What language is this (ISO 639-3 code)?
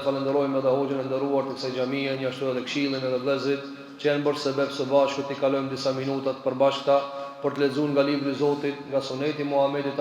sqi